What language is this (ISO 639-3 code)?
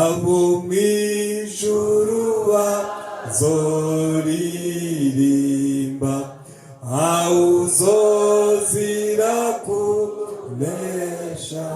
run